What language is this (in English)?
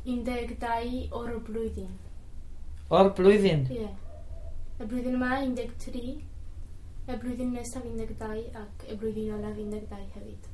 Welsh